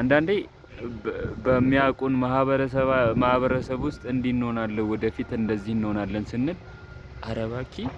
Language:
Amharic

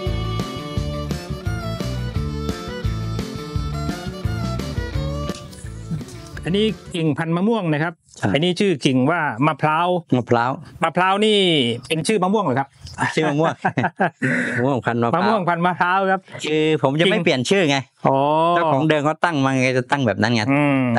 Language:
Thai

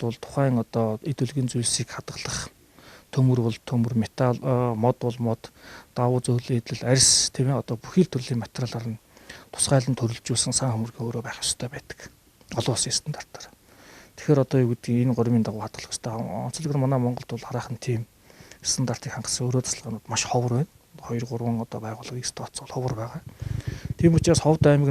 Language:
Mongolian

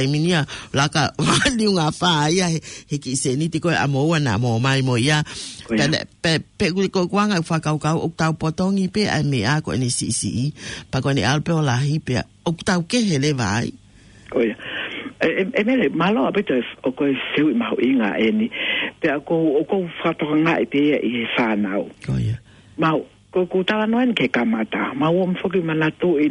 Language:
Tongan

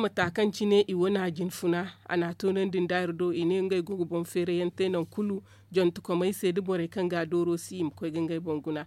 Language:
Zarma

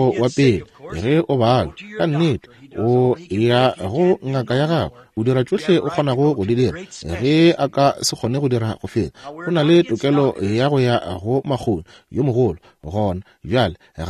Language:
Northern Sotho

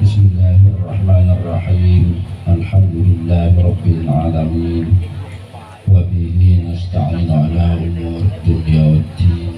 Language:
Madurese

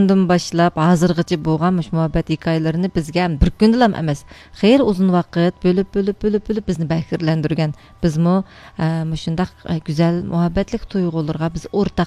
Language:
Uyghur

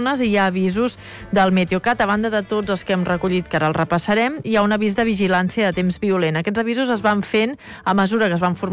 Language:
Catalan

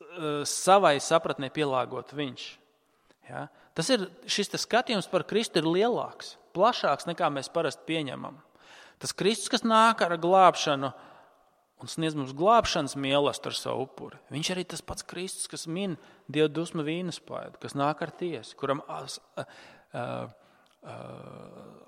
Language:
Latvian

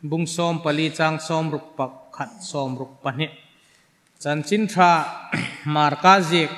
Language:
Hmar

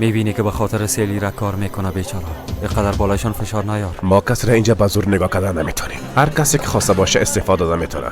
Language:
Persian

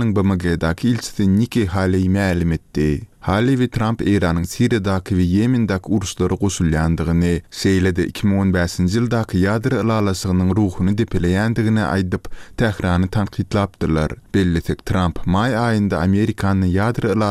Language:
Turkmen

